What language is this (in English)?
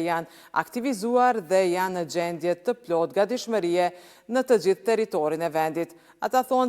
Albanian